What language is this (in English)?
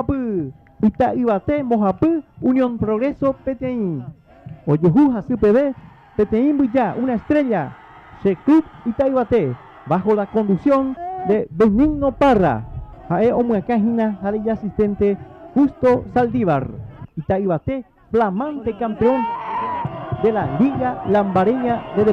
Guarani